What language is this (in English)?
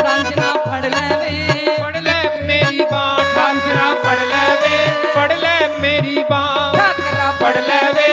Dogri